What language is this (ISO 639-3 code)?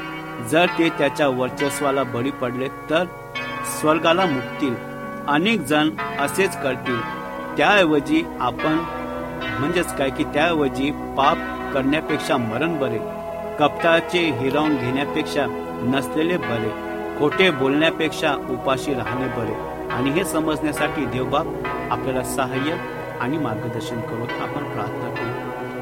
mar